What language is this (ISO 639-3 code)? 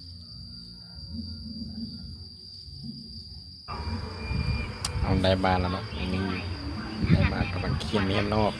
lao